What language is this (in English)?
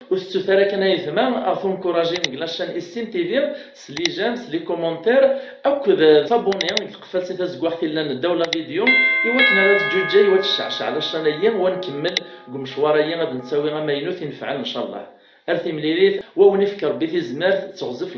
Kabyle